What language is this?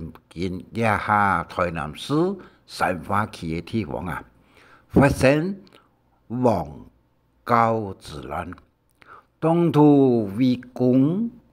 Hakka Chinese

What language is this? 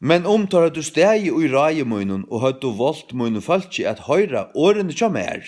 Faroese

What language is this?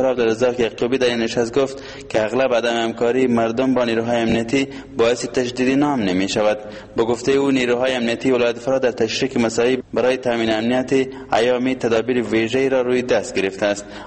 Persian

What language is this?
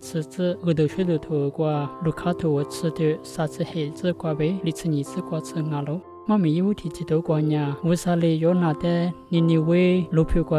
Lisu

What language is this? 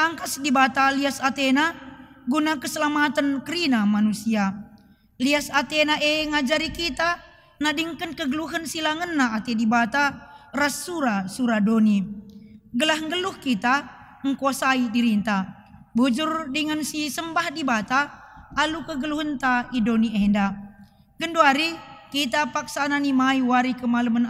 Batak Karo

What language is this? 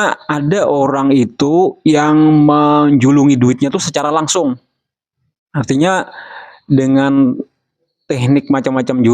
Banjar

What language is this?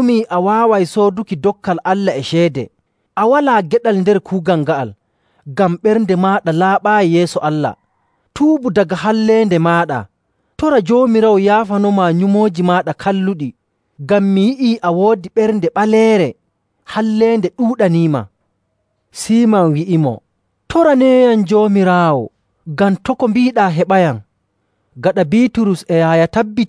Nigerian Fulfulde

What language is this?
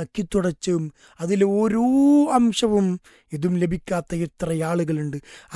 Malayalam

